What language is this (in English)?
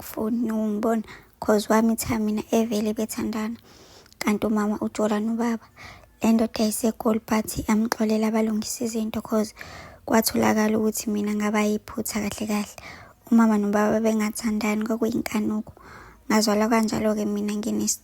Zulu